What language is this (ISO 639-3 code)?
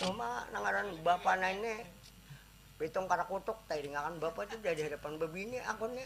bjn